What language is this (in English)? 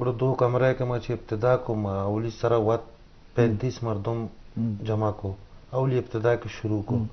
Eastern Balochi